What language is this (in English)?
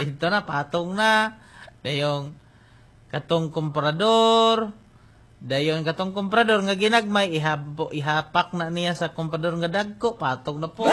Cebuano